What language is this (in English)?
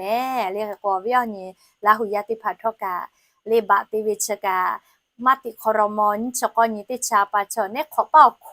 Lahu